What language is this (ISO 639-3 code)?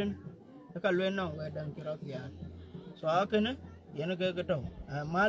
din